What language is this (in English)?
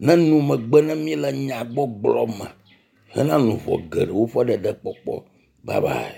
Ewe